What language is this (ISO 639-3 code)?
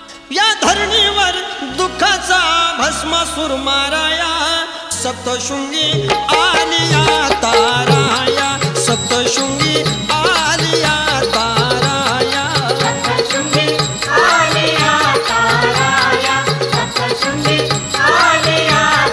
mar